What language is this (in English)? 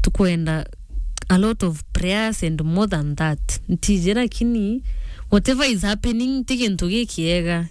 Meru